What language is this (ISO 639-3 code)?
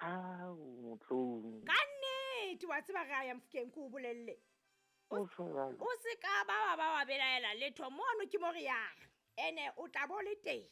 sot